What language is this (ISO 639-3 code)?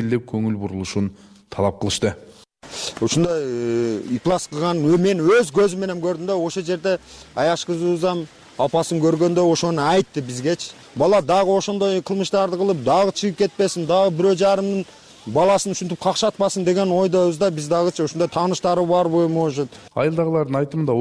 kir